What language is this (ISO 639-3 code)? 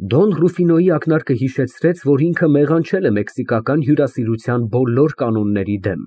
hye